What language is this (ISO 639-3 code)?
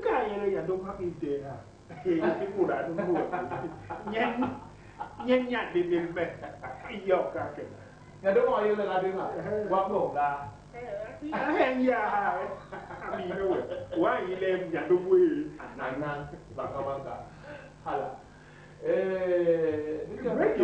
bas